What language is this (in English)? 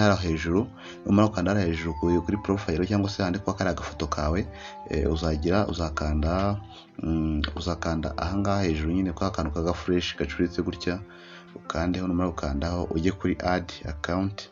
Kinyarwanda